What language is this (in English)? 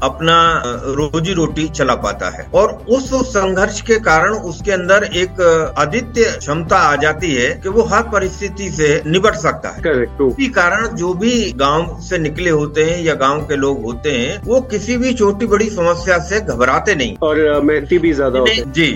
Hindi